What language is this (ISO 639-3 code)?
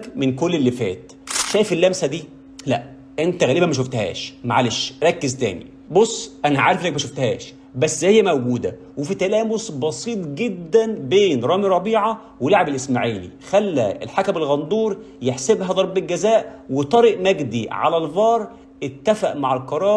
arz